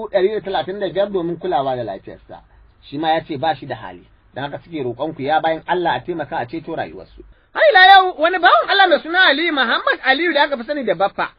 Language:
Hausa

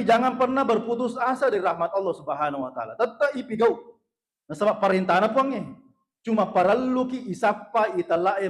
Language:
Buginese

